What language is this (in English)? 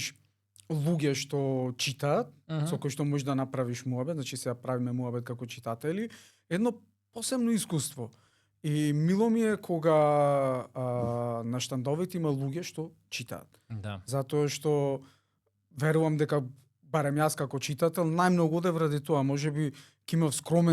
Macedonian